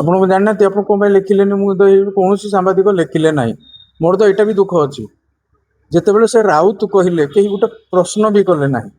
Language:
Odia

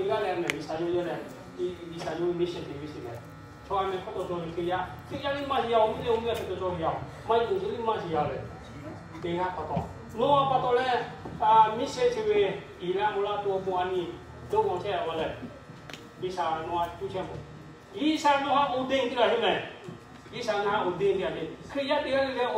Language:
Lahu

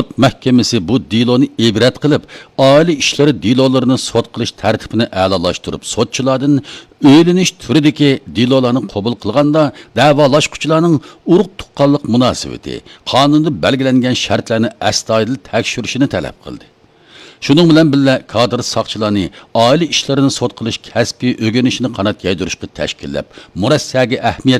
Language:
Uyghur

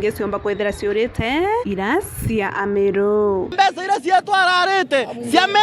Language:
Meru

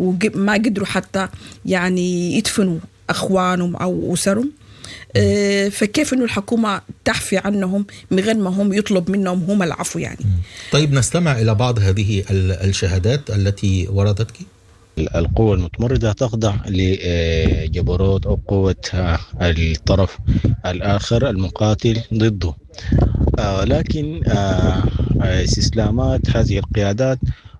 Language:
Sudanese Arabic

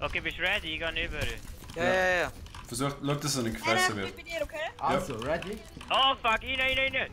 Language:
Swiss German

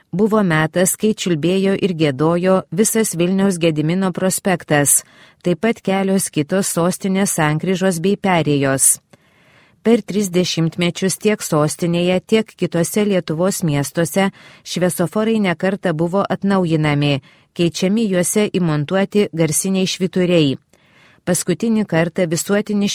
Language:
Lithuanian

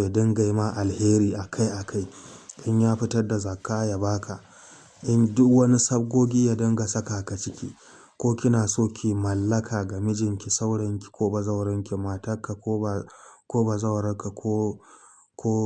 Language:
Hausa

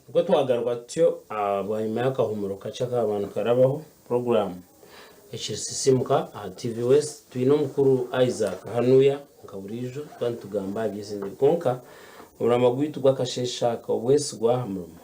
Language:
Nyankole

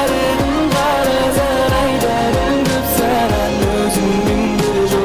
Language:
Kara-Kalpak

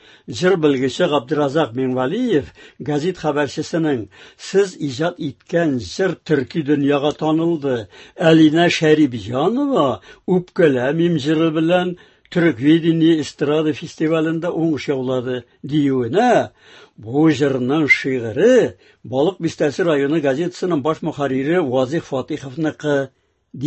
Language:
Tatar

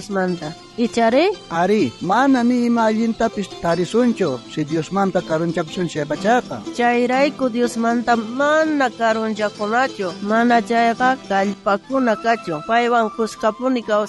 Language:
South Bolivian Quechua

